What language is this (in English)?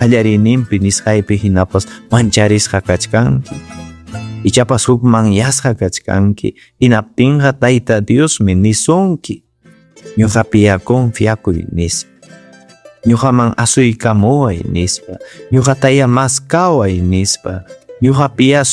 Ayacucho Quechua